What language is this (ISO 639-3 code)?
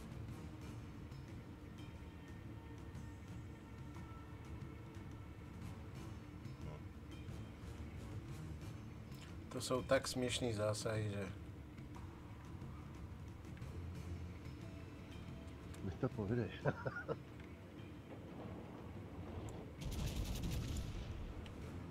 ces